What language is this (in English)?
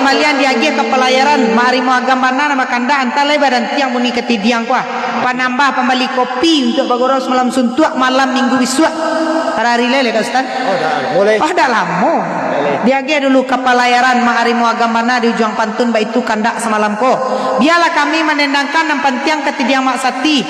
Minangkabau